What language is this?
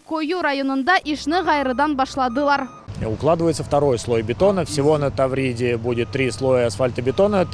Crimean Tatar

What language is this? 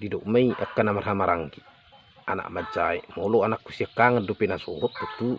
Batak Toba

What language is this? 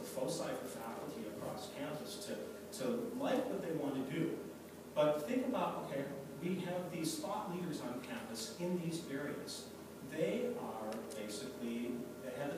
English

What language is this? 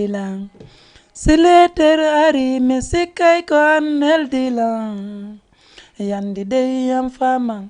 Fula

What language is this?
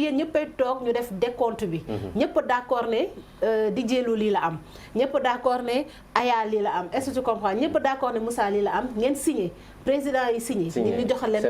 Wolof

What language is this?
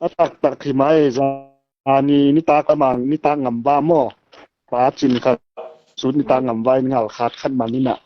Hmar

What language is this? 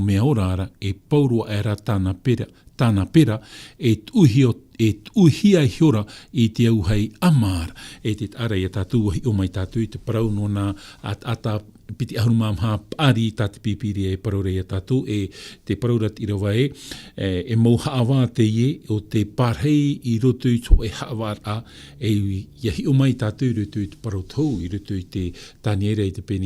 Tahitian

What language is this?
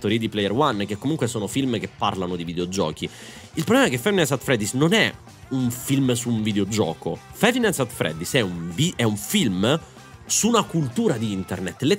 Italian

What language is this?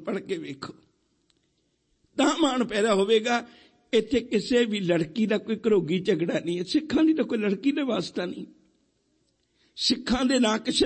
Punjabi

